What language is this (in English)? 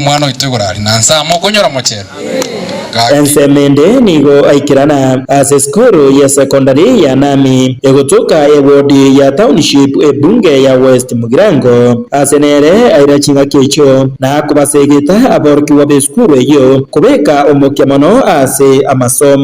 Gusii